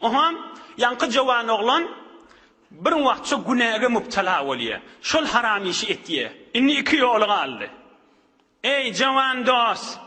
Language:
Turkmen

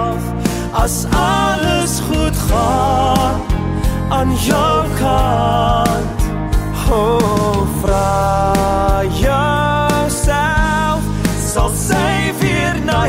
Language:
Afrikaans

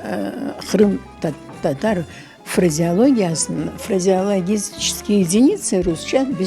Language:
Crimean Tatar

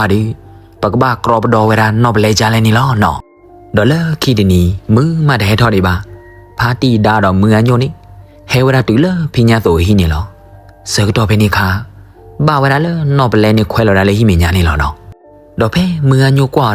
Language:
S'gaw Karen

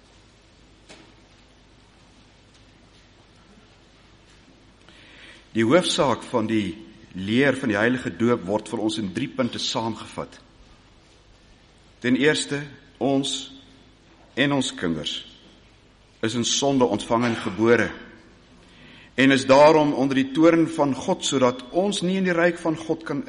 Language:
Afrikaans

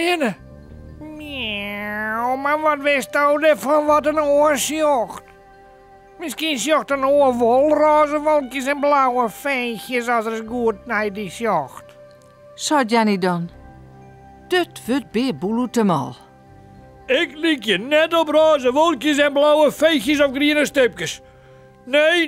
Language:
Western Frisian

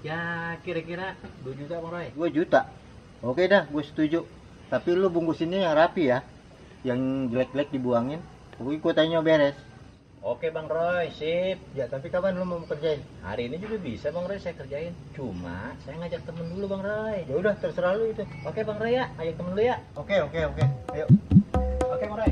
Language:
Betawi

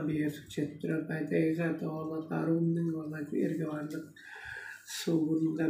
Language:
Tuvinian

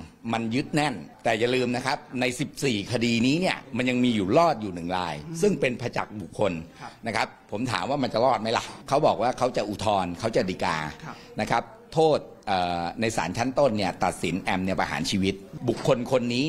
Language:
Thai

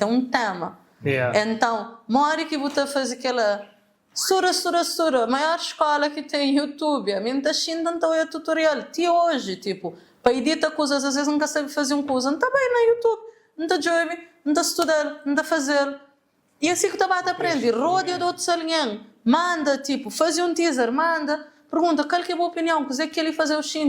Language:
Kabuverdianu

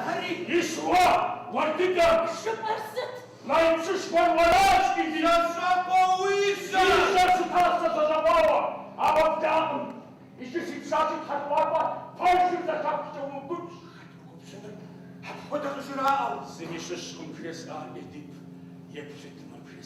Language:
Kabardian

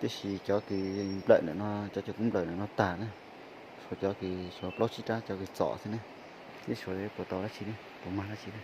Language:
Hmong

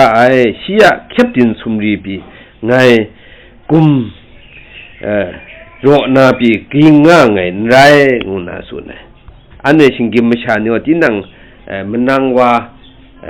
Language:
Kachin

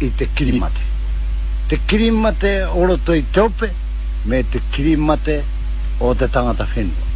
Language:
Māori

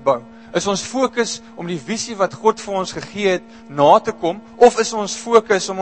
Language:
Afrikaans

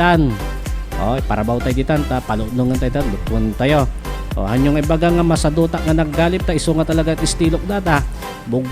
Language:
Iloko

